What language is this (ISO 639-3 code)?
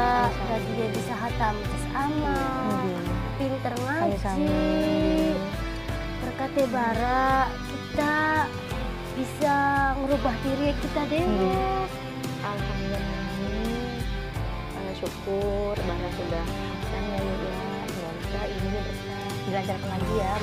jav